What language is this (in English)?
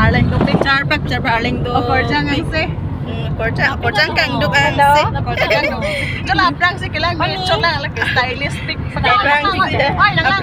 Karbi